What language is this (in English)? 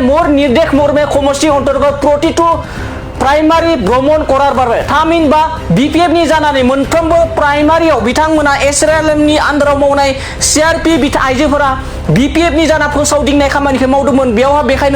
Bodo